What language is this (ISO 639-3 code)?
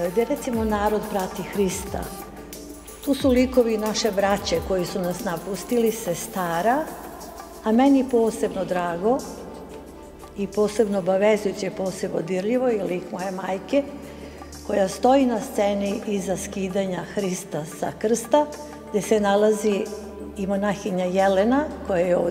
srp